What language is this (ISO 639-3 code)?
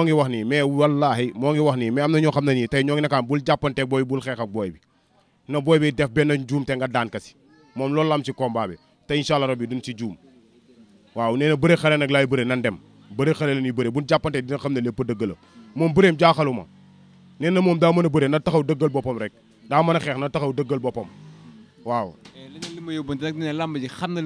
wol